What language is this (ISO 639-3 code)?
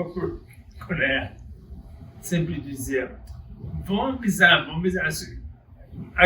lad